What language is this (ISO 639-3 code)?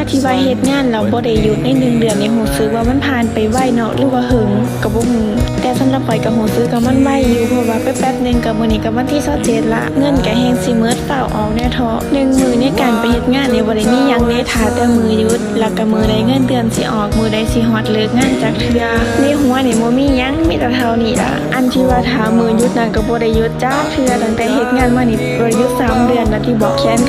lao